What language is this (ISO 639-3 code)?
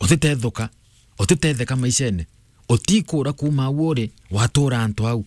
mer